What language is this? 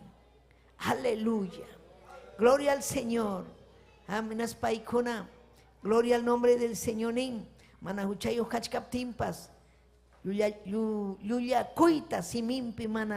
Ayacucho Quechua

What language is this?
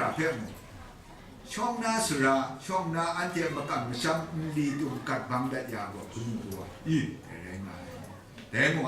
Kachin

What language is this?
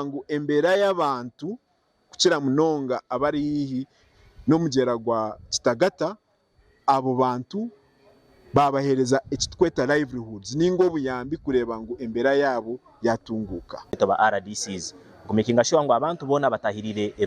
Nyankole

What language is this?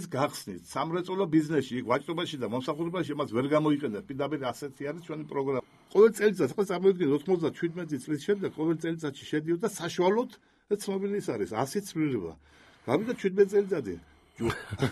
Georgian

